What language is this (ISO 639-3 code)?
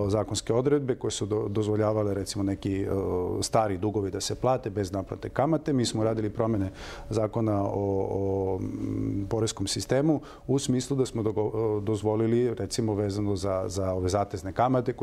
srp